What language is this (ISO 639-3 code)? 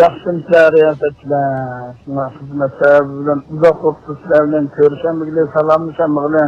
uig